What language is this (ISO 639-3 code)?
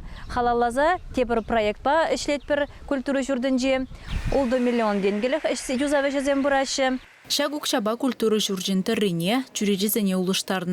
chv